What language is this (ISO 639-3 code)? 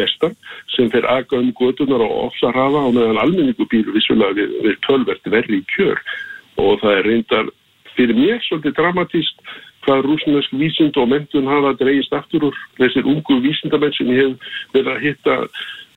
isl